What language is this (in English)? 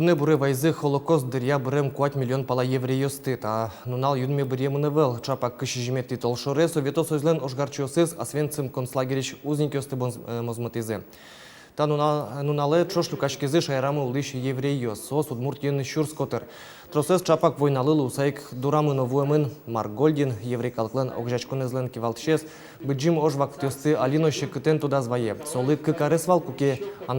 Udmurt